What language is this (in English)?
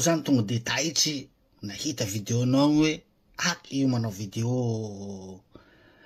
Malagasy